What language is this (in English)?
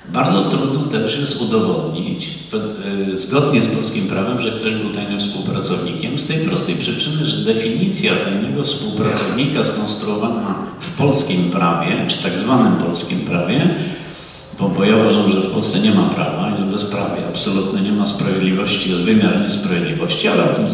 Polish